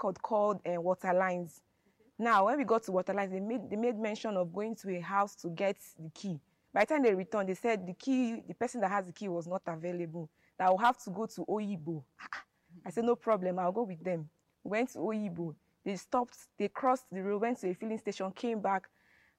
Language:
English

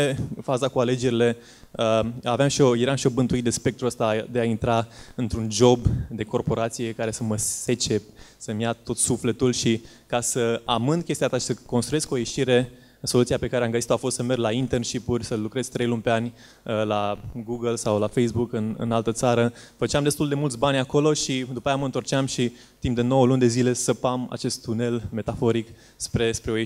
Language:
Romanian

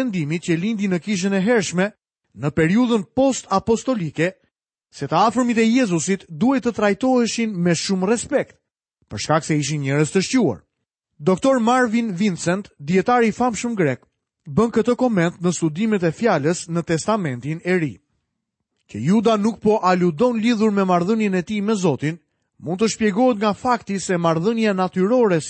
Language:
Albanian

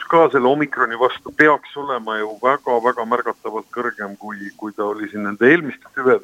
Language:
Estonian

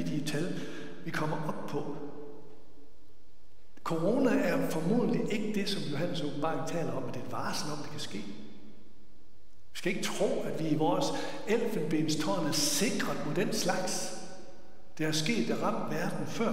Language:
Danish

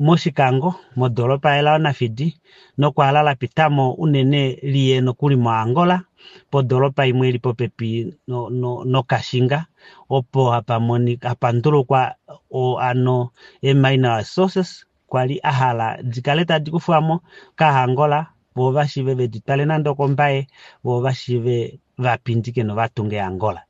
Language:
Kuanyama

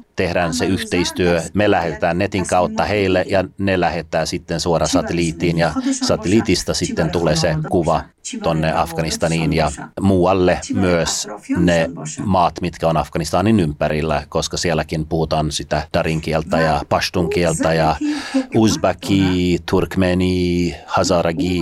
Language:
Finnish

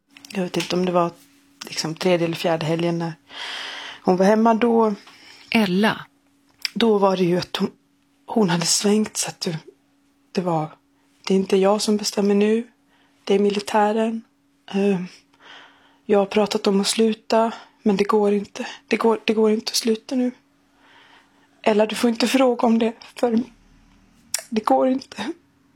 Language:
Swedish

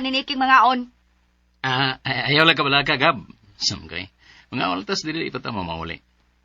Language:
Cebuano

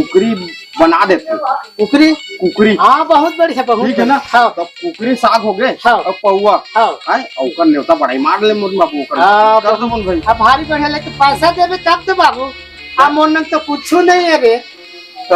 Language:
Chhattisgarhi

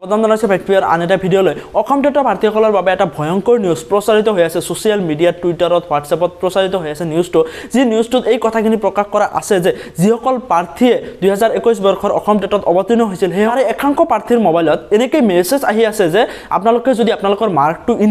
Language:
Assamese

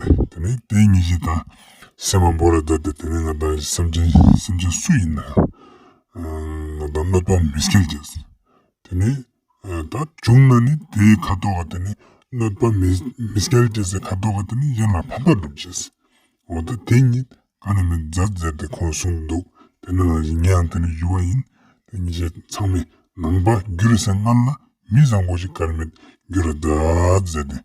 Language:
Ladakhi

